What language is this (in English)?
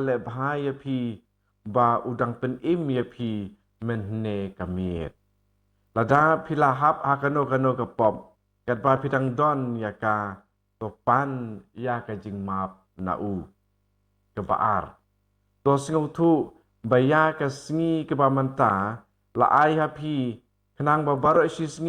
Khasi